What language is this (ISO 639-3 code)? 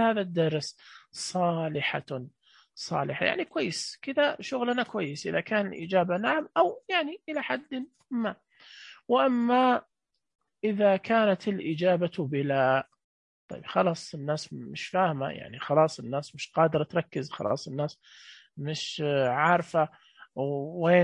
ars